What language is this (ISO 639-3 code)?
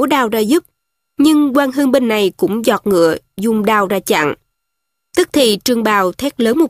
vie